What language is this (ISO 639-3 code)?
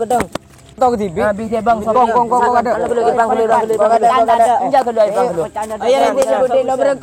mad